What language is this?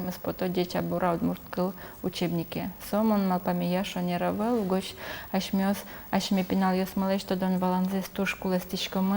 Udmurt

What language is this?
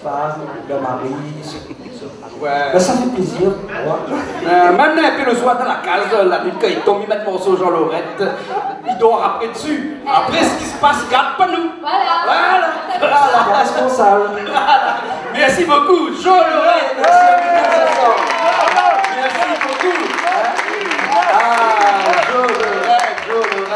French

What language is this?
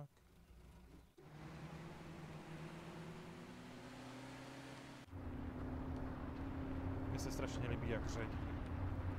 Czech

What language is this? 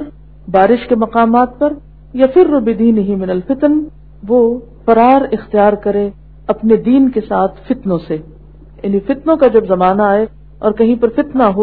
Urdu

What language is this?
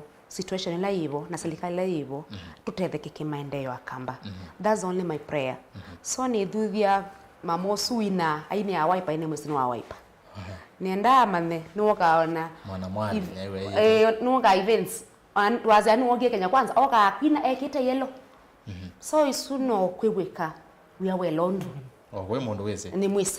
Kamba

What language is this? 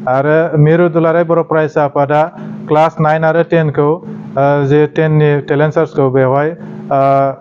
Bodo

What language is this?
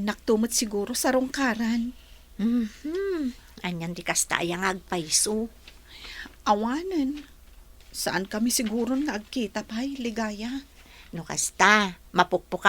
Iloko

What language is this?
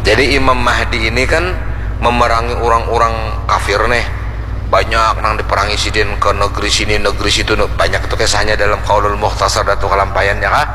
Banjar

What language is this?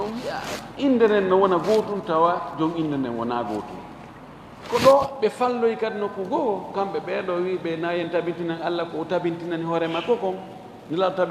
Fula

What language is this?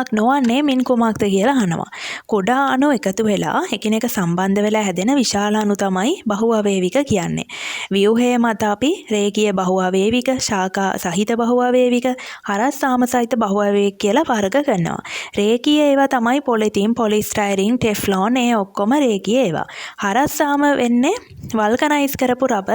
Sinhala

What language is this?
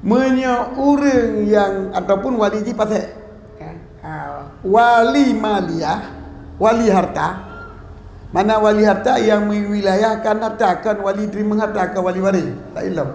Achinese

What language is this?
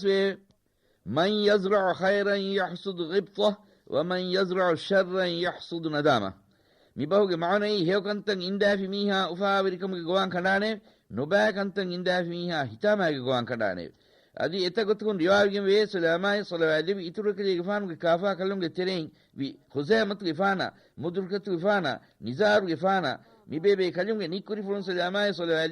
Divehi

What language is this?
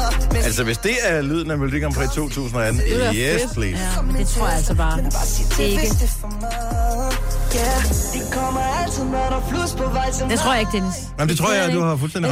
Danish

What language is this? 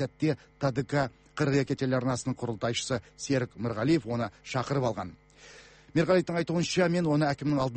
Kazakh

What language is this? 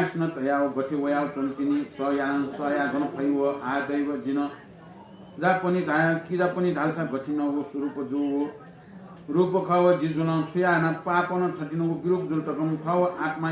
Newari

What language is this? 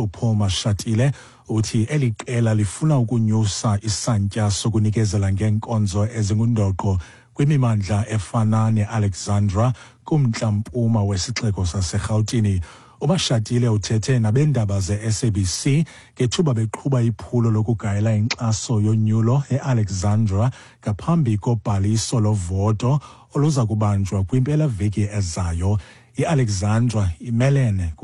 Xhosa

